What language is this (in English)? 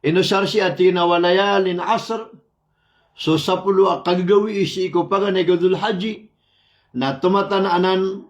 Maranao